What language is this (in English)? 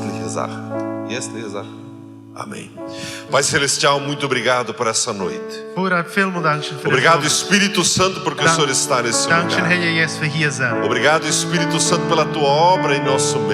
Plautdietsch